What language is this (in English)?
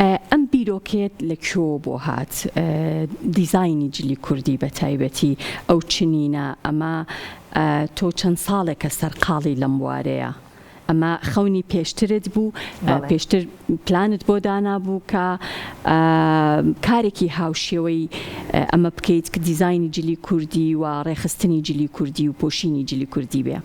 Central Kurdish